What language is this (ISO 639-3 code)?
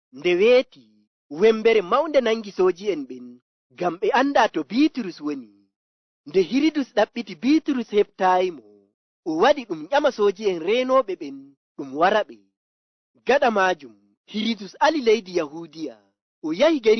ful